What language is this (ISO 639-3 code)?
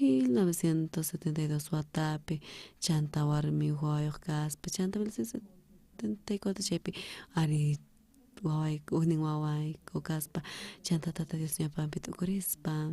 quh